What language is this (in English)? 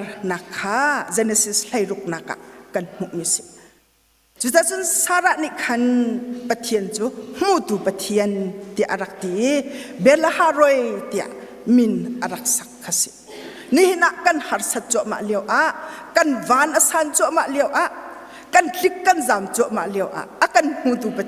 Hakha Chin